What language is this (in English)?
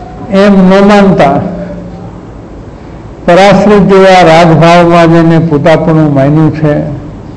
Gujarati